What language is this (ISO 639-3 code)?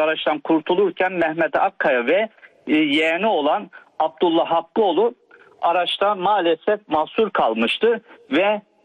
tur